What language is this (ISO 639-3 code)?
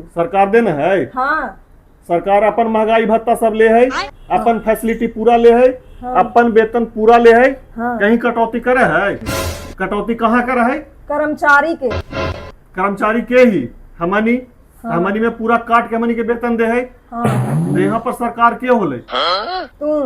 mag